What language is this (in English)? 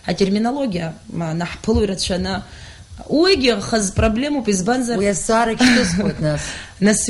Abkhazian